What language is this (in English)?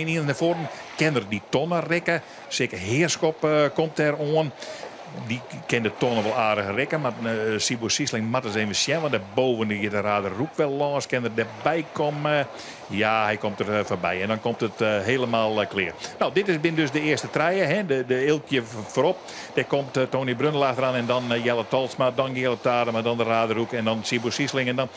Western Frisian